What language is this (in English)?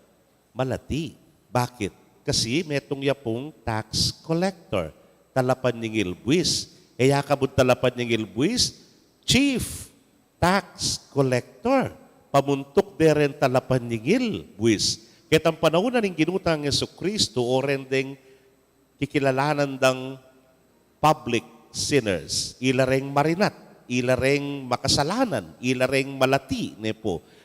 Pampanga